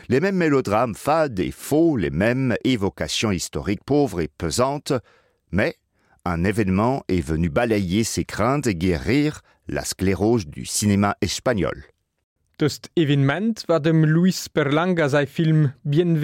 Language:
Luxembourgish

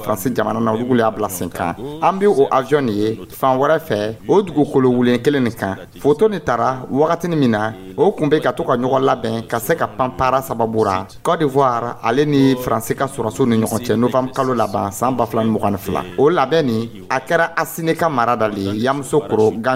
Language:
Dyula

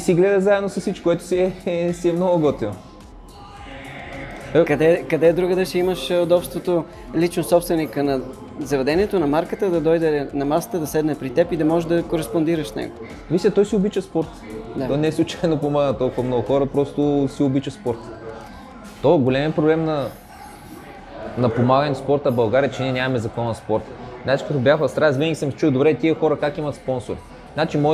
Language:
Bulgarian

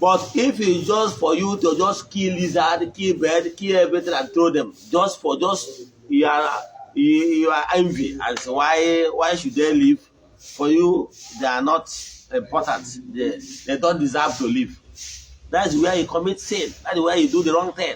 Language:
Igbo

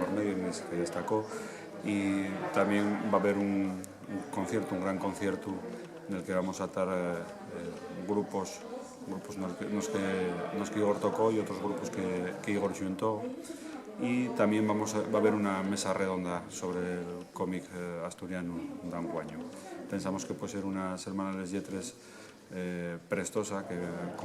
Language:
Asturian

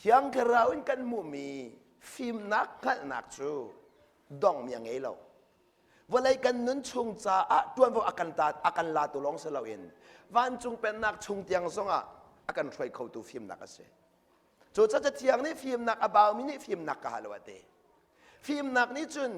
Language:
Hakha Chin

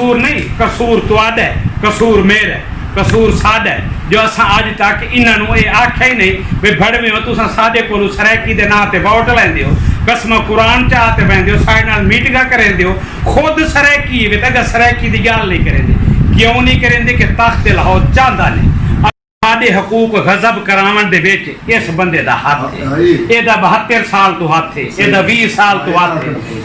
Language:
Saraiki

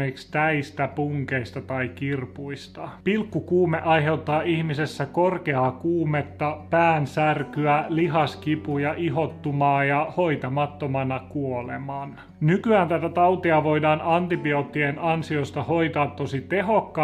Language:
Finnish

